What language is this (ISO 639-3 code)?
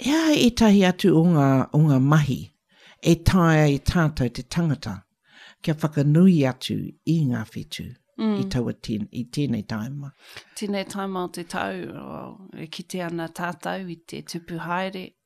mri